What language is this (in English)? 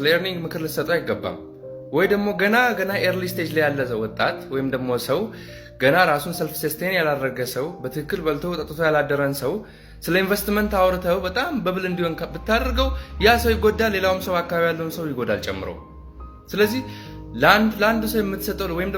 Amharic